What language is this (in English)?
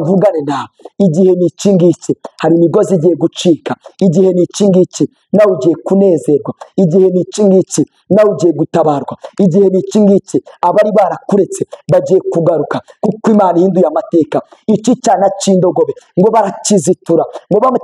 Kinyarwanda